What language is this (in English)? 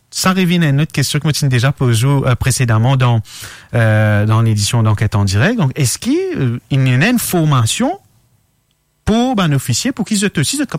French